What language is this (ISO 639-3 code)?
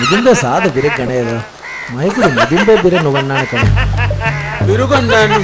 div